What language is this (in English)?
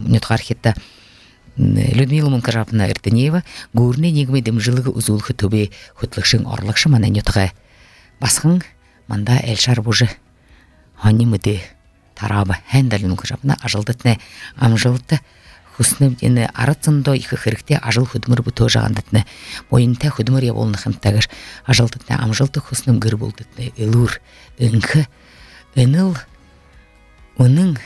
Buriat